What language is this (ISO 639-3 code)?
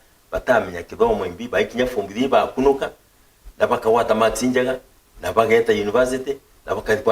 mer